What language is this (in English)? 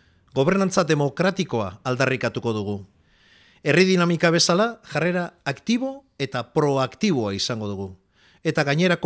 Basque